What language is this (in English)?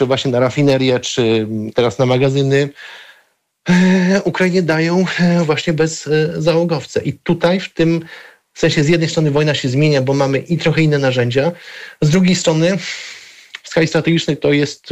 Polish